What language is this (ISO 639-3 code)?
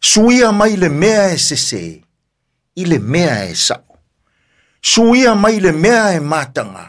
smo